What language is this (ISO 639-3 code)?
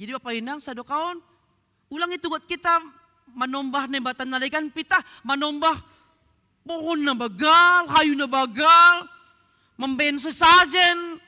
bts